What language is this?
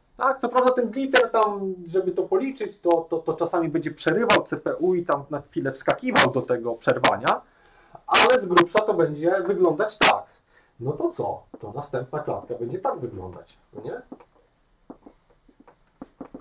Polish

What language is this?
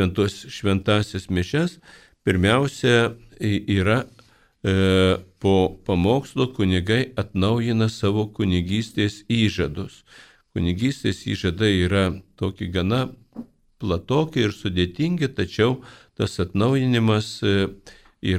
Lithuanian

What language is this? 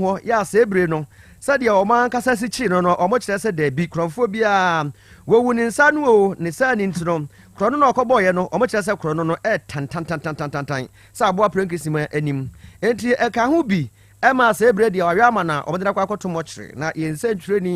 Akan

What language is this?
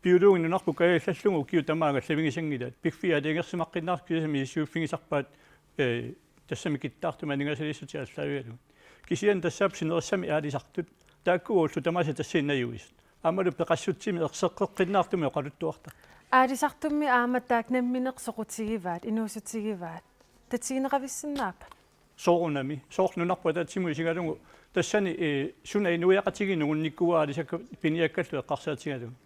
Kalaallisut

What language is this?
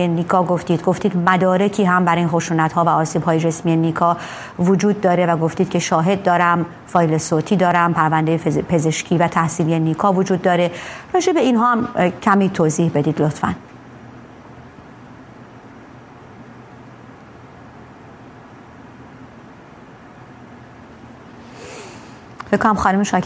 Persian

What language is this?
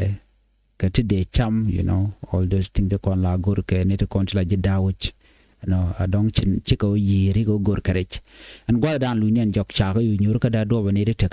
Nuer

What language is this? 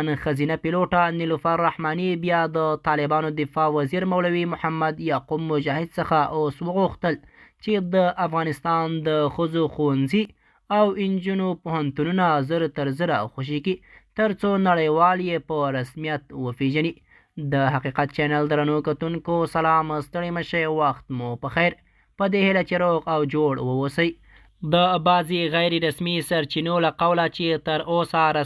Pashto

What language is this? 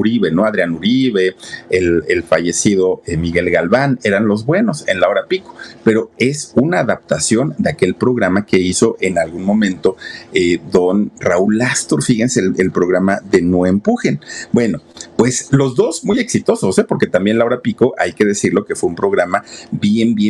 Spanish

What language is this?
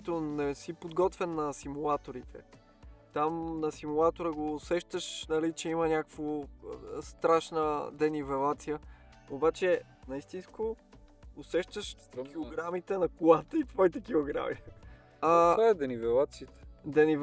Bulgarian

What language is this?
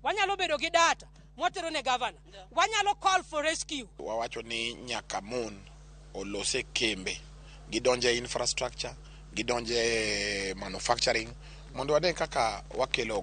Luo (Kenya and Tanzania)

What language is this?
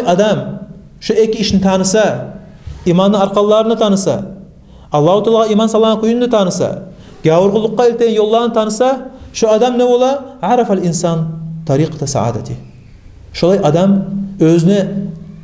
Kumyk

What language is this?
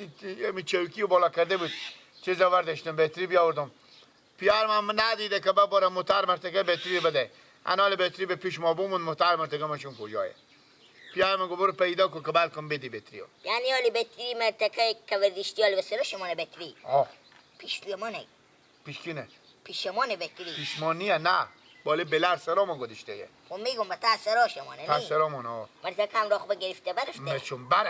Persian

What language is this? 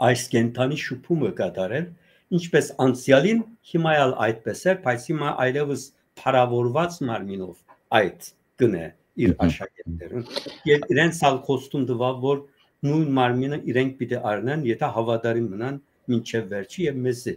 Western Armenian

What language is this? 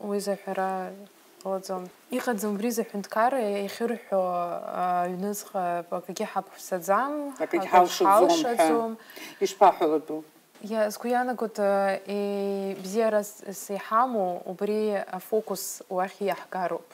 Abkhazian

